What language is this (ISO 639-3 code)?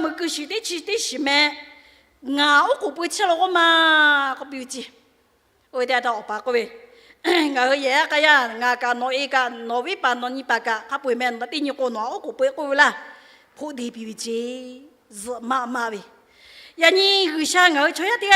lhu